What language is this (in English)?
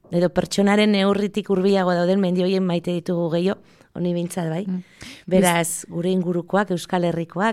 Basque